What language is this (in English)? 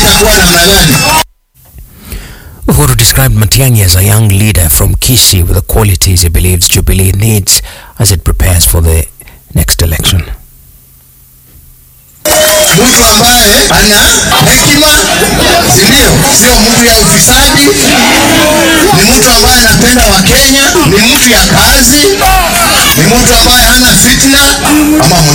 Swahili